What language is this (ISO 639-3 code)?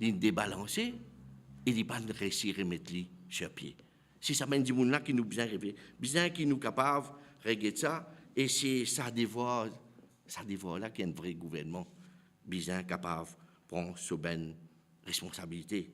mfe